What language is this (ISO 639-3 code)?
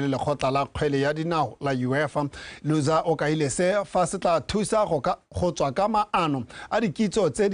tsn